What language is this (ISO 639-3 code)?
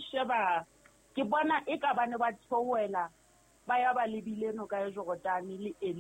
sot